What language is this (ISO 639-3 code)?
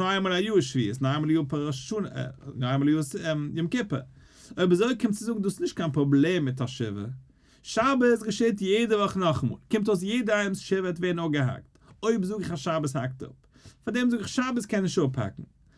yid